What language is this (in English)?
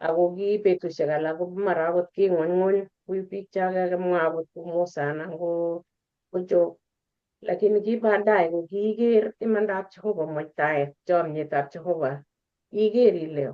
Kalenjin